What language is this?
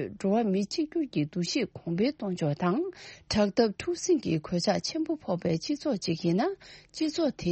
Tibetan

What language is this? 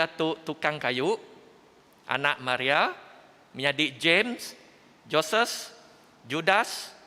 Iban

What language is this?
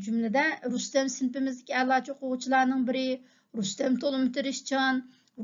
Uyghur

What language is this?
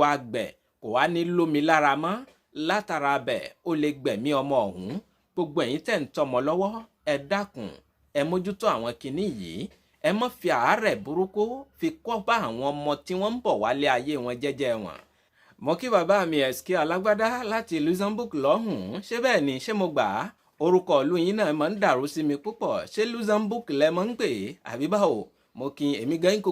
Yoruba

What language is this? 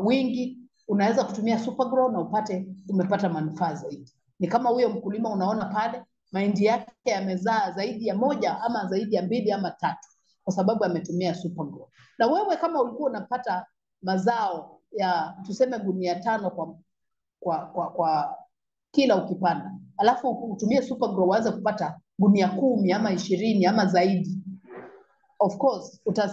Swahili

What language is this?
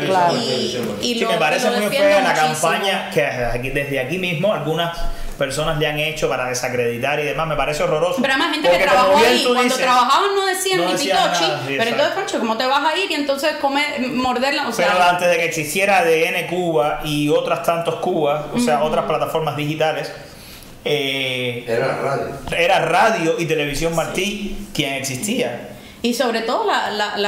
Spanish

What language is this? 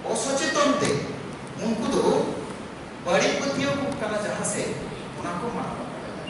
Santali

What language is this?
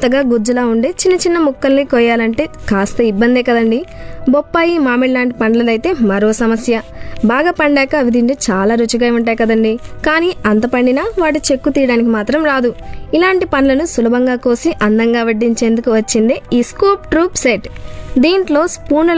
Telugu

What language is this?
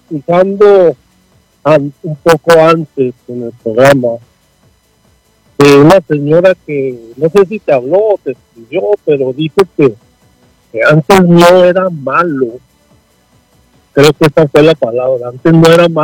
Spanish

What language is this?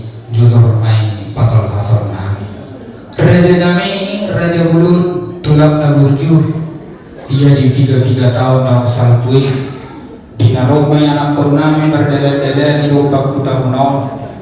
Batak Toba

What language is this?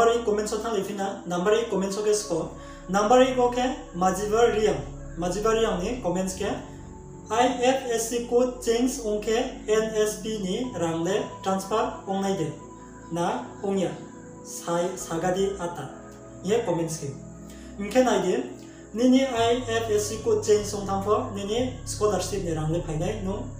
Riang (India)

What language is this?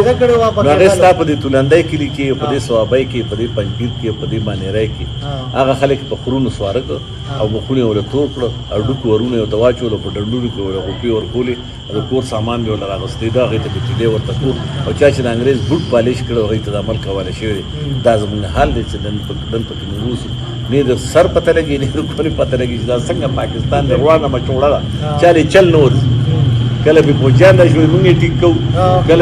Pashto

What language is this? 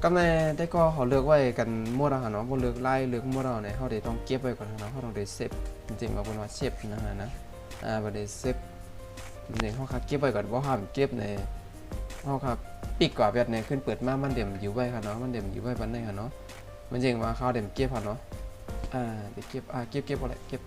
Shan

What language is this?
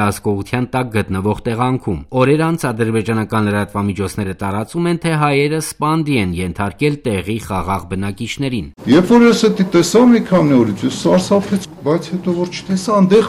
Armenian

